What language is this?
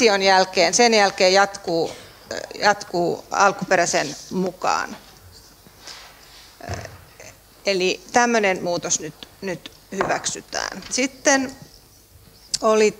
Finnish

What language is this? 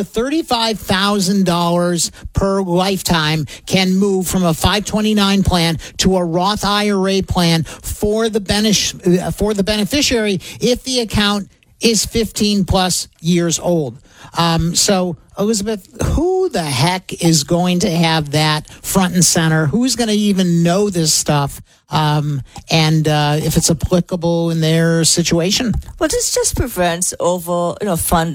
English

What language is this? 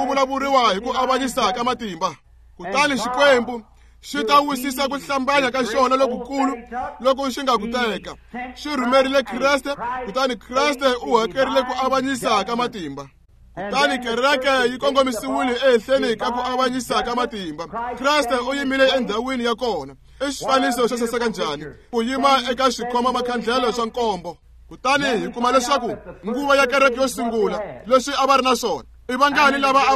Tsonga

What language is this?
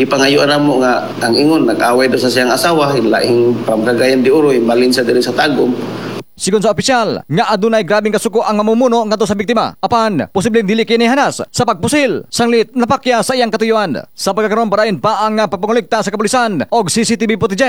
Cebuano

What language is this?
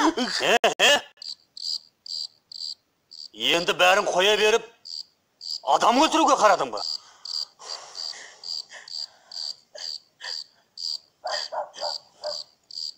Kazakh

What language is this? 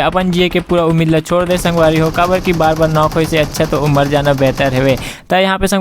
Chhattisgarhi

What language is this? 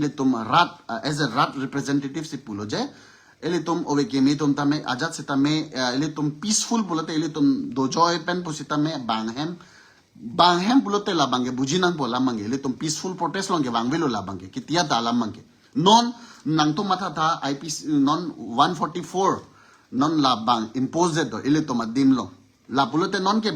Karbi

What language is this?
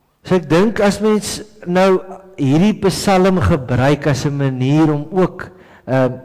Afrikaans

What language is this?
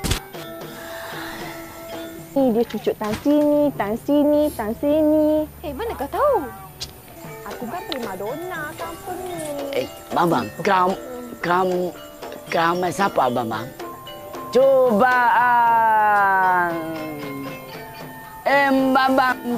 Malay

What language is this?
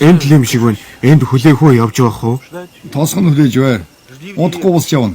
Mongolian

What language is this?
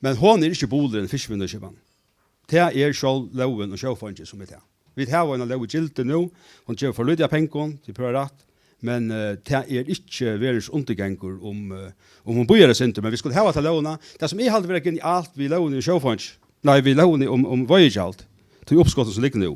Faroese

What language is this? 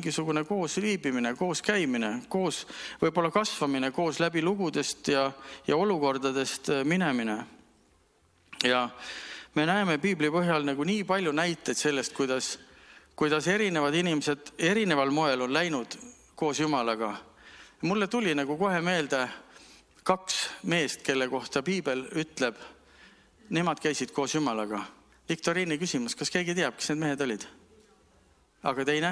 Estonian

